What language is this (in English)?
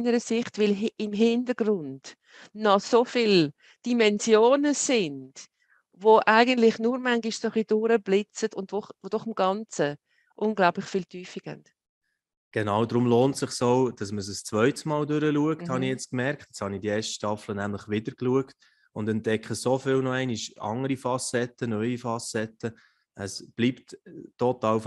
Swiss German